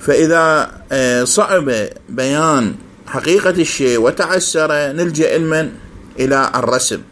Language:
Mesopotamian Arabic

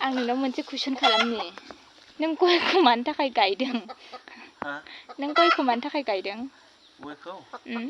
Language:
Bodo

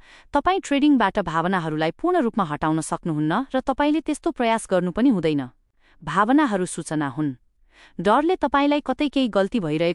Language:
Nepali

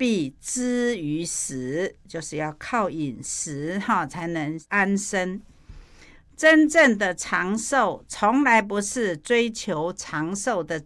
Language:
Chinese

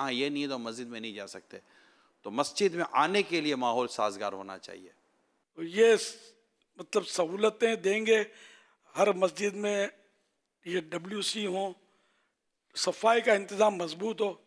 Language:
Urdu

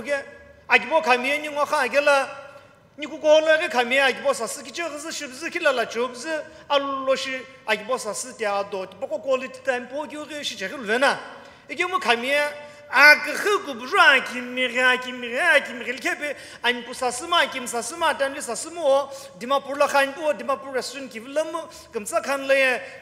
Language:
Sumi Naga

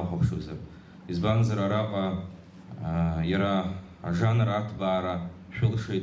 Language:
Abkhazian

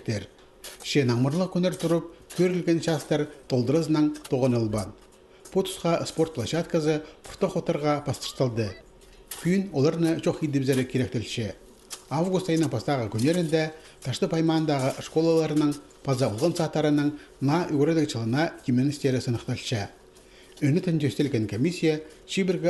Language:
Khakas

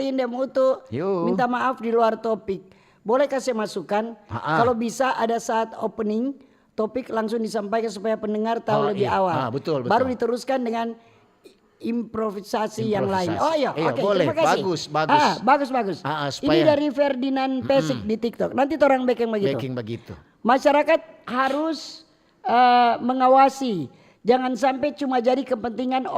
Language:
Manado Malay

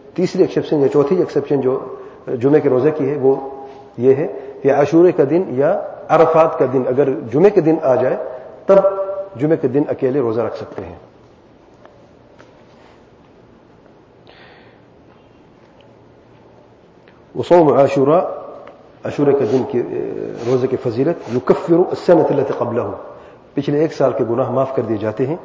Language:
Urdu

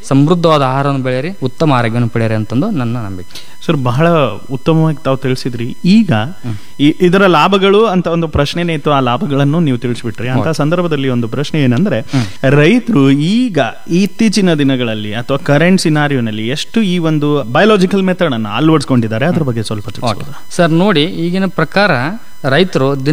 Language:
Kannada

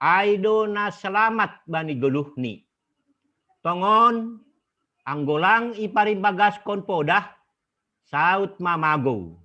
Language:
Batak Simalungun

